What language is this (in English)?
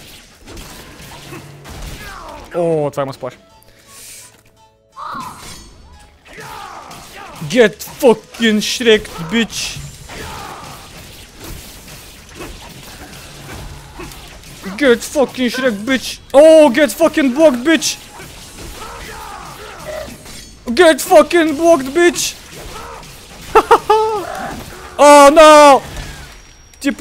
Bulgarian